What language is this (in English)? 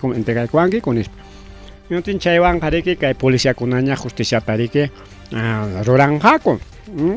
Ayacucho Quechua